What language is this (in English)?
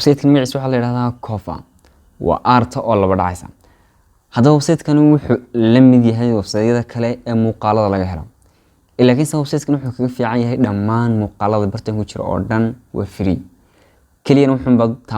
Somali